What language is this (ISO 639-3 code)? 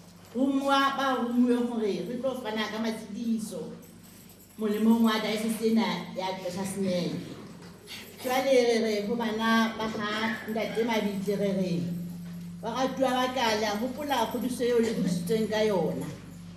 sot